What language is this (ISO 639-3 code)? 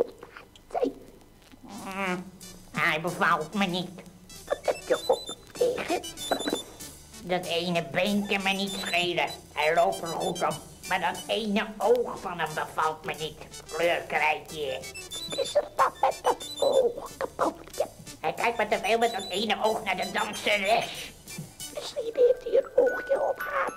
nld